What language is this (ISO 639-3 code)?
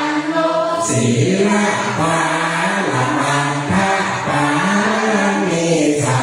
pli